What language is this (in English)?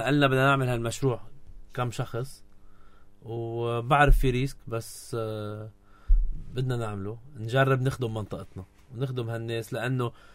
North Levantine Arabic